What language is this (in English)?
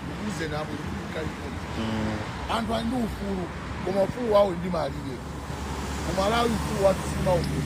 Nyanja